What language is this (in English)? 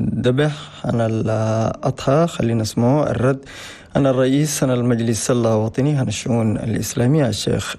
Chadian Arabic